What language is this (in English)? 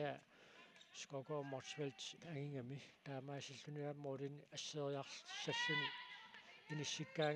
Kalaallisut